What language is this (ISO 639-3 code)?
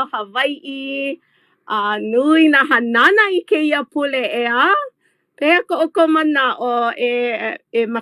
haw